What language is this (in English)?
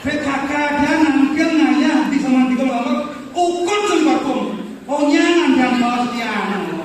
Balinese